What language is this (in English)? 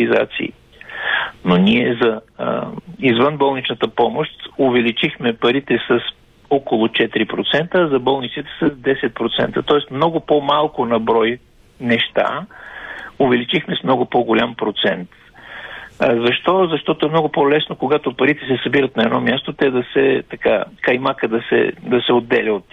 Bulgarian